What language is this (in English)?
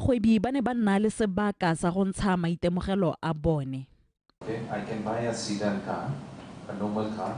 Tswana